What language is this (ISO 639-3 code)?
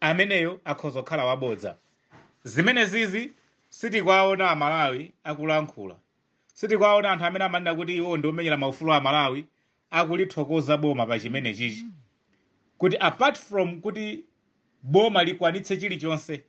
nya